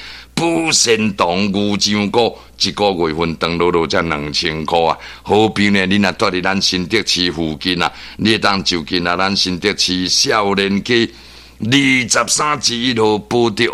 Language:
Min Nan Chinese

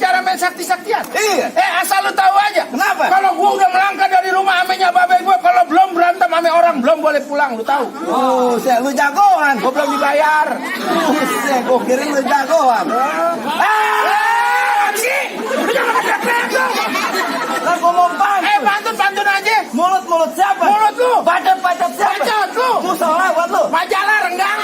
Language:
Betawi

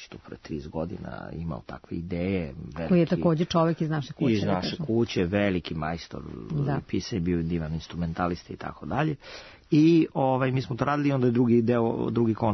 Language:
Serbian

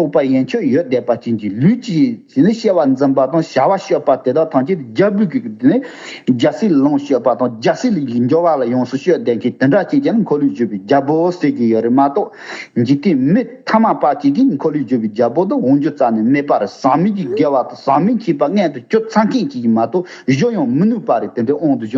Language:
Tibetan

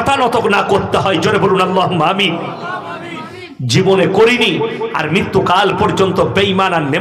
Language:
Bangla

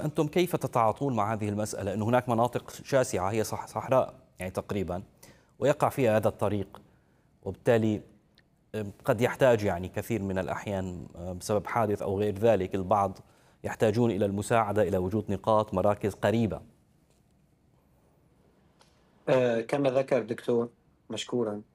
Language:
Arabic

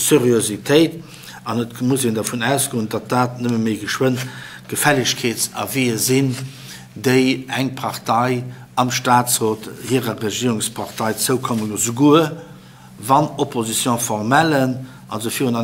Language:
Luxembourgish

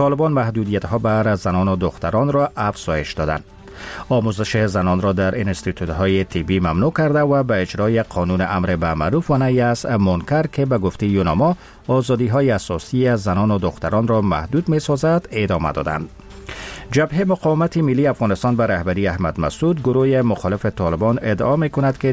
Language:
Persian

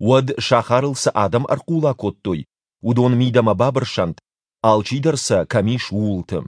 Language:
Ossetic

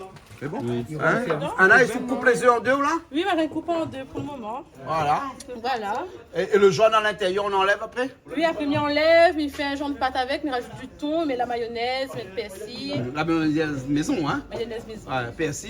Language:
Réunion Creole French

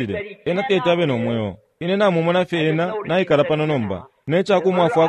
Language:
Bemba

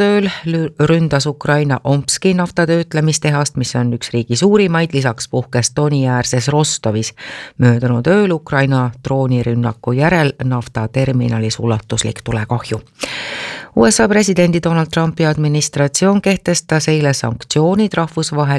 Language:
Estonian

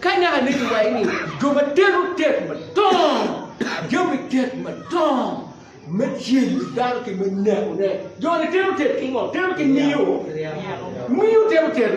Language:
Acoli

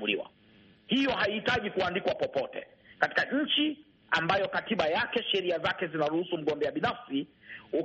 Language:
Swahili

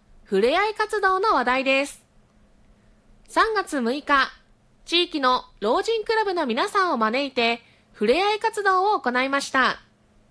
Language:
Japanese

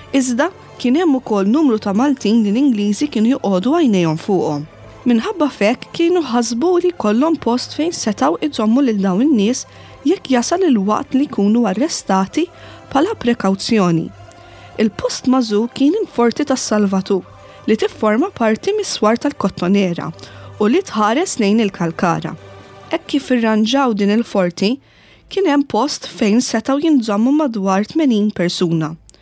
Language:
Maltese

